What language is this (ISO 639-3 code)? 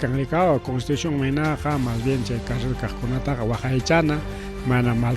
quy